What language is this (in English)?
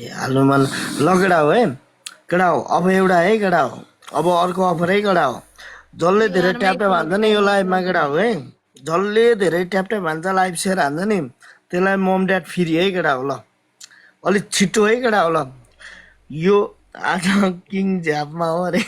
Nepali